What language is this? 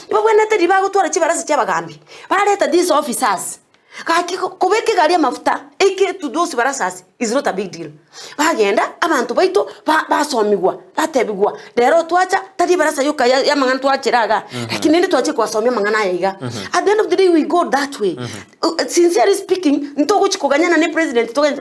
Gusii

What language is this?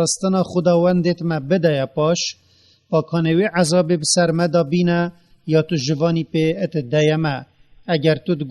Kurdish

